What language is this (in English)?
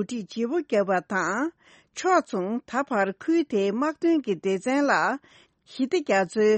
Tibetan